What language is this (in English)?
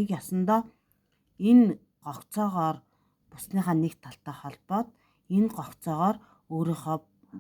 Mongolian